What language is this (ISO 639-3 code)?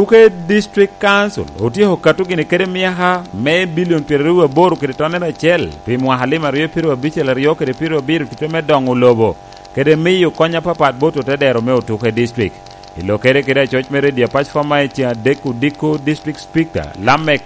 laj